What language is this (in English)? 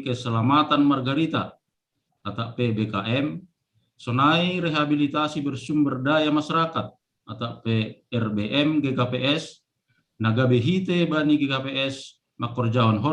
Batak Simalungun